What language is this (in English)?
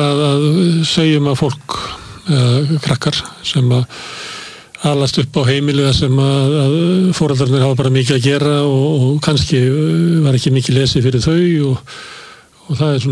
Icelandic